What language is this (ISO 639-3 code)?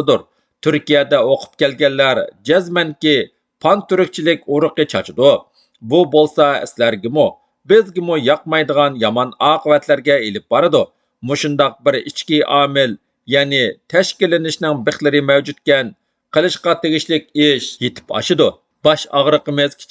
uig